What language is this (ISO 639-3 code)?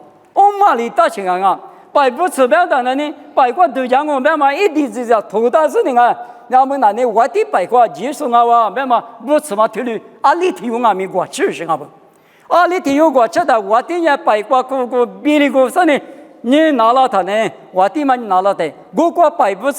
lis